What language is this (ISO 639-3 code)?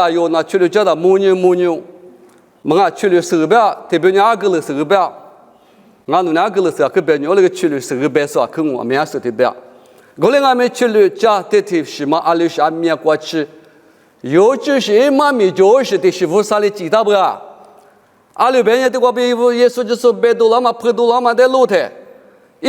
lis